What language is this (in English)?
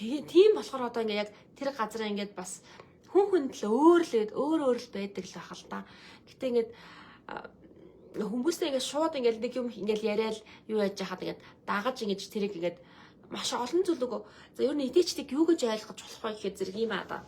Mongolian